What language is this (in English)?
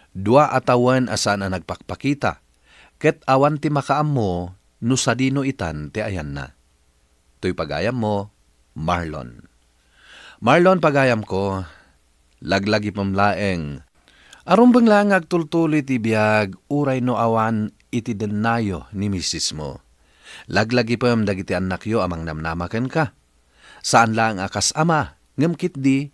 Iloko